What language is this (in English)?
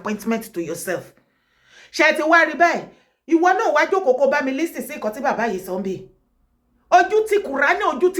Yoruba